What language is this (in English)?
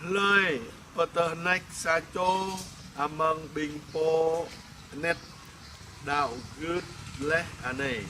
Jarai